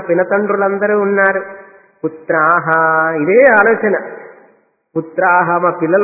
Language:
Telugu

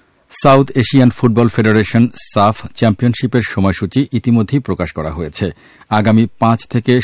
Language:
Bangla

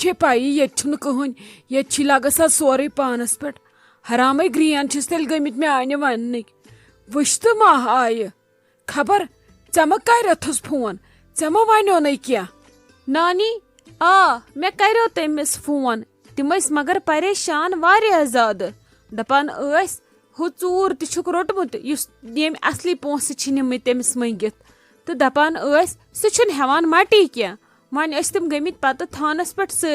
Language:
Kashmiri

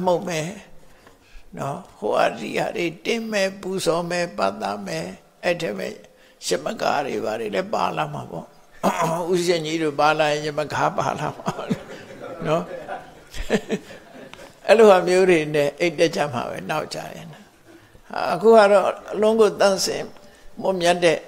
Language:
Burmese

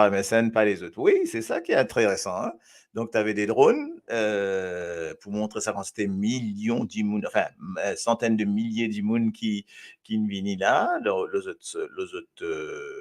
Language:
Morisyen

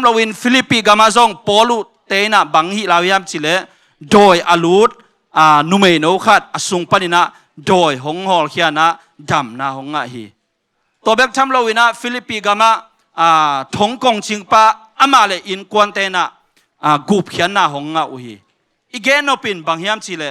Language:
Tedim Chin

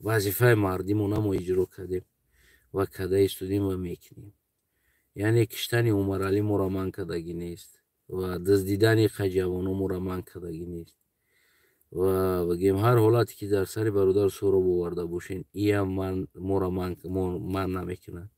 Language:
Tajik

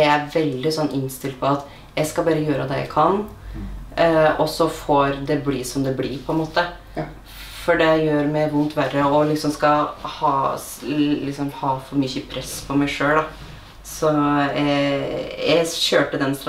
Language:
Norwegian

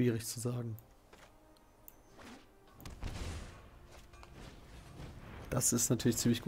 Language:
German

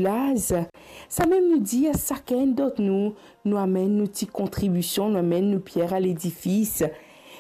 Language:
Morisyen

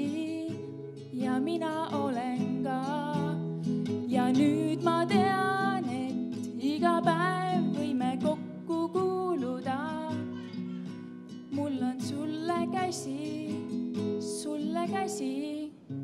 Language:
Estonian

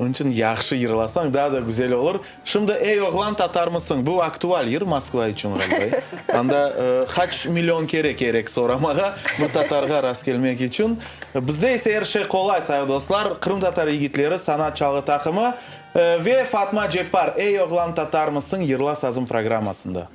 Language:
Crimean Tatar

